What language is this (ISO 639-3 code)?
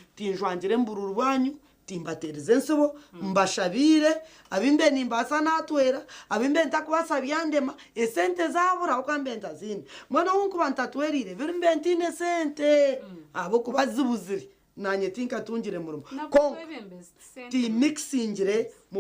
nyn